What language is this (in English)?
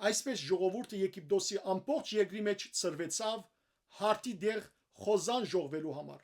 Western Armenian